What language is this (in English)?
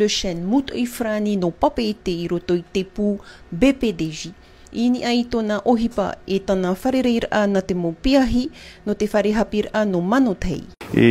Tahitian